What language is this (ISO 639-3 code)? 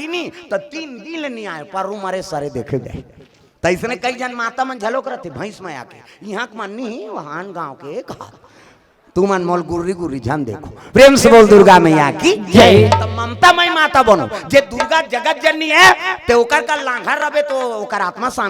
hne